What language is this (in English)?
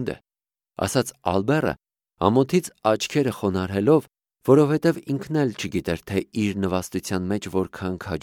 Armenian